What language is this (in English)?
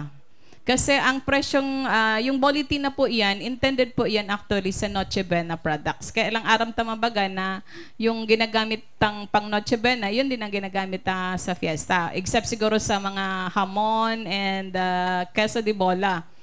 Bikol